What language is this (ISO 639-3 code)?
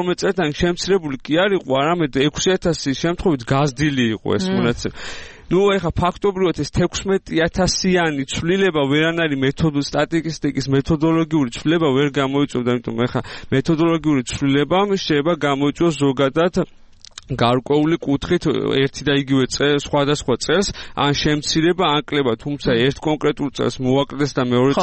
kat